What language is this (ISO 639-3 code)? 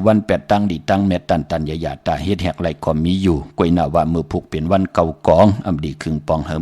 shn